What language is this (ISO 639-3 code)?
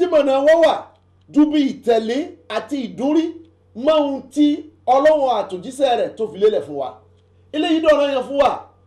yor